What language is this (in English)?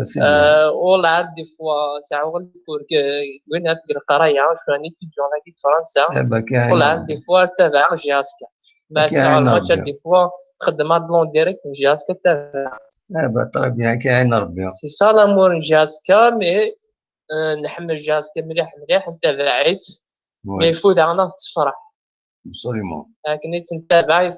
Algerian Arabic